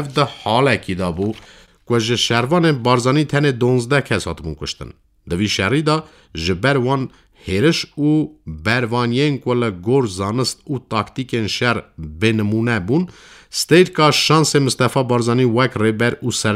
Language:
Kurdish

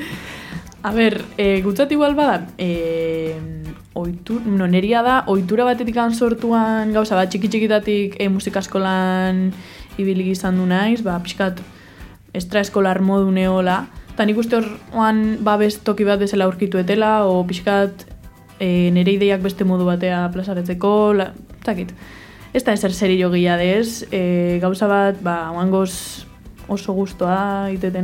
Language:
Basque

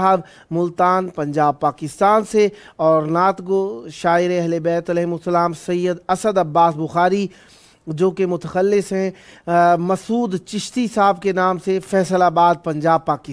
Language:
Urdu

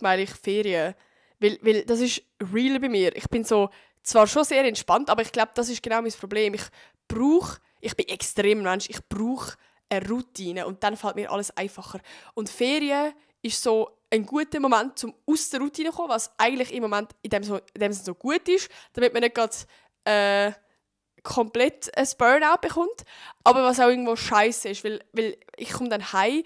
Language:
Swiss German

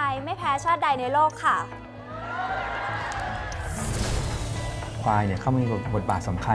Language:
Thai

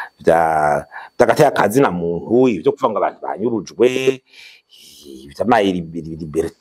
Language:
Rundi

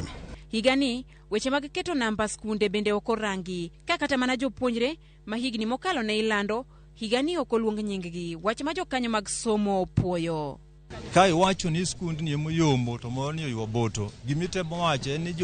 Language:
Luo (Kenya and Tanzania)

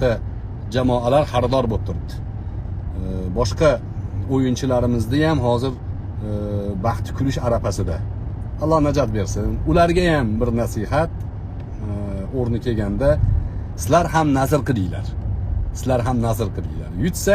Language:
Uzbek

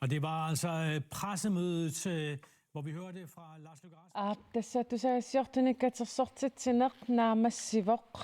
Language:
Kalaallisut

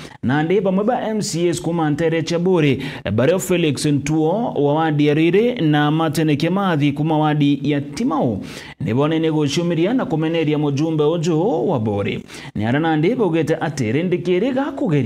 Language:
Meru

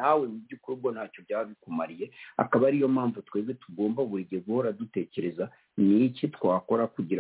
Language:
Kinyarwanda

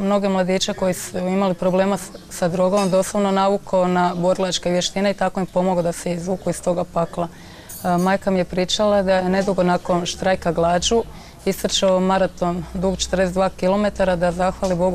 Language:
Croatian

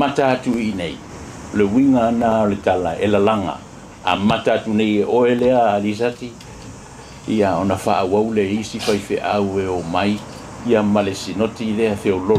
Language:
Samoan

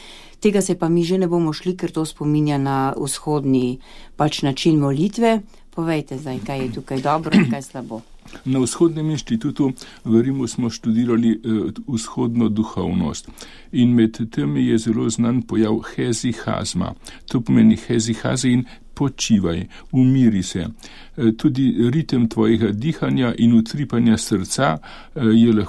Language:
Slovenian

